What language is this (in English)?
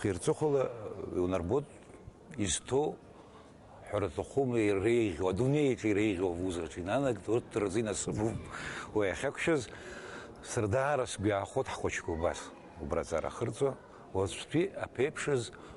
Abkhazian